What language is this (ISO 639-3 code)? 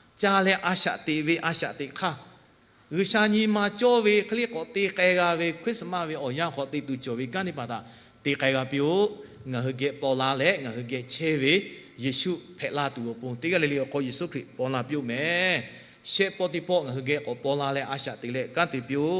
lhu